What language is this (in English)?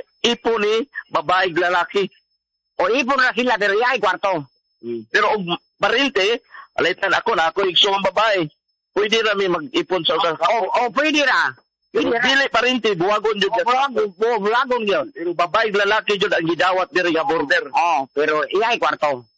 Cebuano